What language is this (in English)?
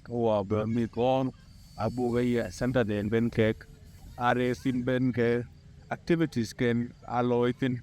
Dinka